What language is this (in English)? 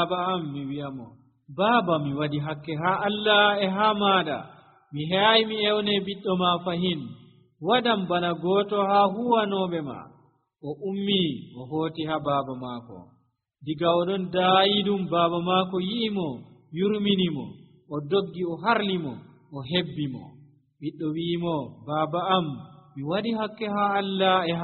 Nigerian Fulfulde